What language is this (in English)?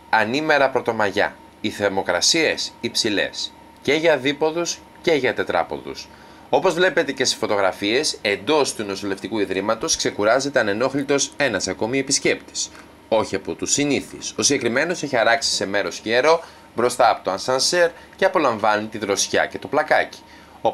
Greek